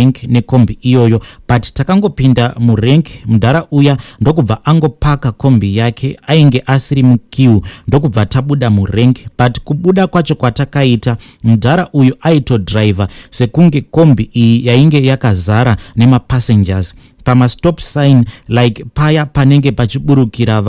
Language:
Shona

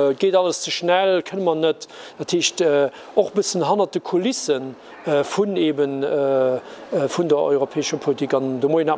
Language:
Luxembourgish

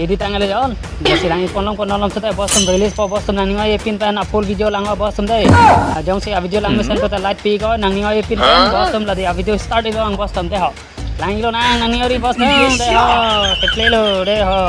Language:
Karbi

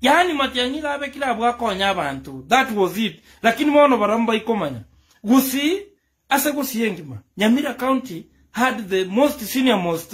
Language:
Gusii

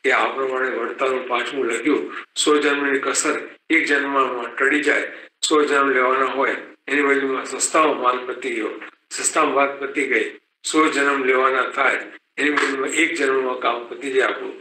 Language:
Gujarati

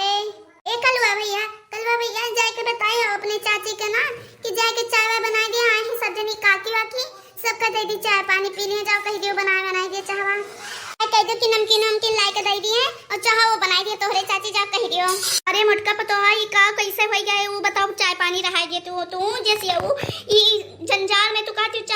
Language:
Awadhi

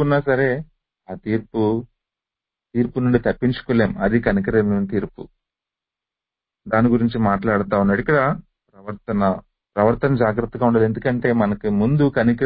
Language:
Telugu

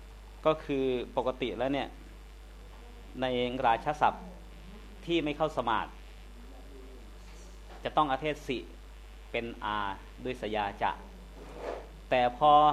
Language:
Thai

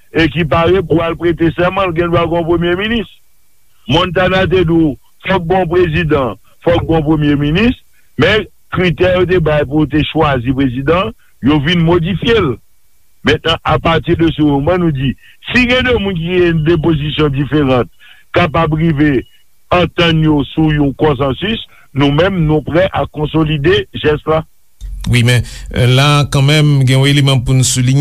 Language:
Haitian Creole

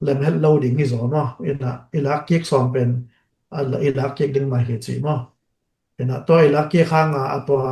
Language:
Tedim Chin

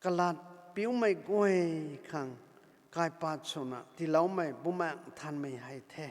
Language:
Rongmei Naga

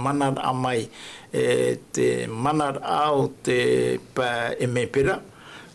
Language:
Tahitian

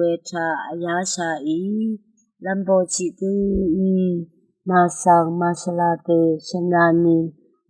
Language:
Rawang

